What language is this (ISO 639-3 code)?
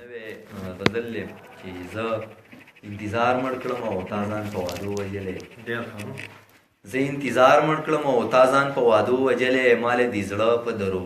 pus